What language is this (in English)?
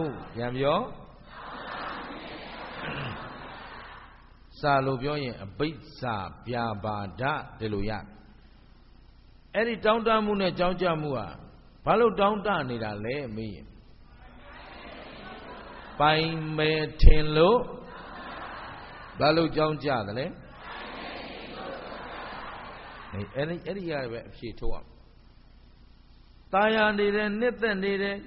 Burmese